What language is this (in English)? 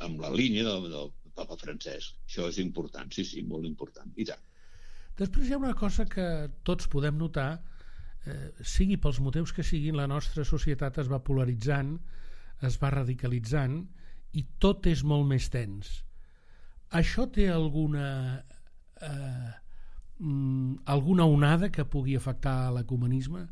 Catalan